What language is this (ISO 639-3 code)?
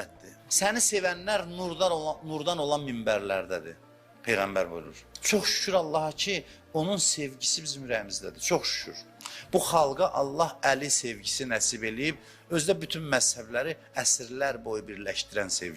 aze